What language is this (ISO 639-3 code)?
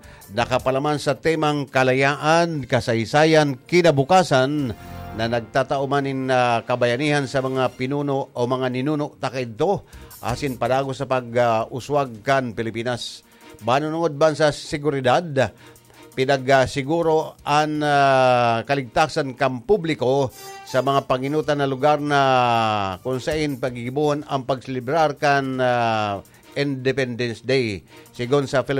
bik